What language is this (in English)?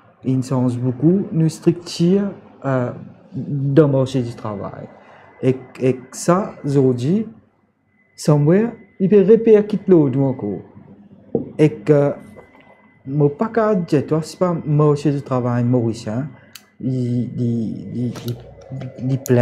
Morisyen